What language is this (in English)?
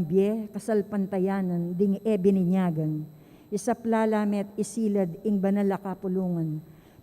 Pampanga